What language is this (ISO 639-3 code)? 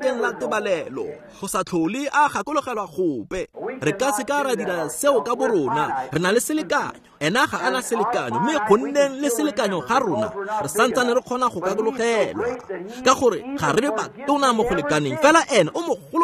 tsn